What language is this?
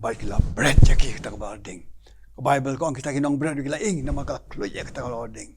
Khasi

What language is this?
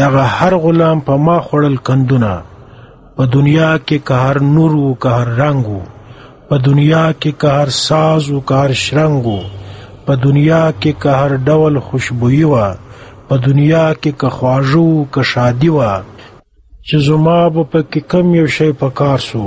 Pashto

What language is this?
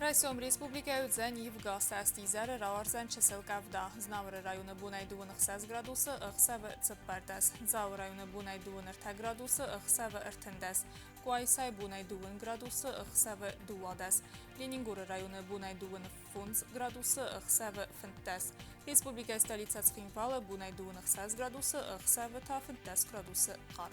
Ossetic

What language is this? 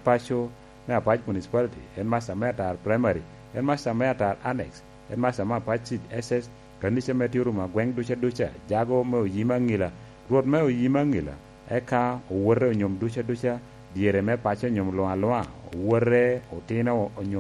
Lango (Uganda)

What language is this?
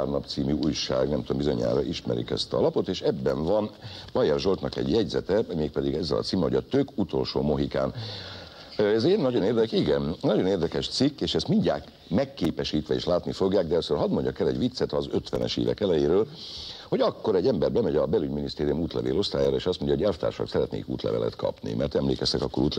Hungarian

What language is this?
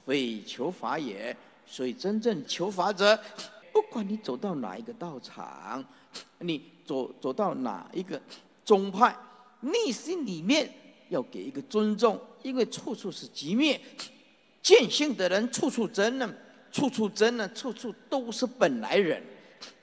Chinese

